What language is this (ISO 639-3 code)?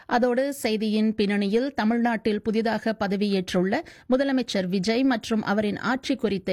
tam